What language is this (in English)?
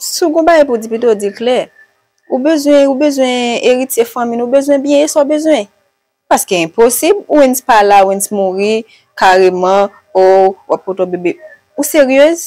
Haitian Creole